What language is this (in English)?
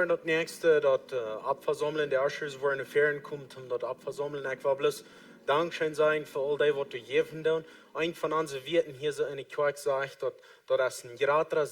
Plautdietsch